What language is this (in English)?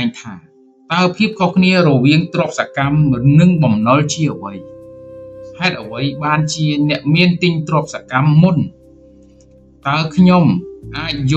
Khmer